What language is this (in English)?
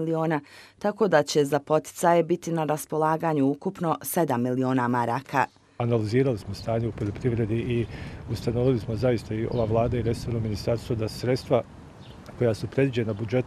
Bosnian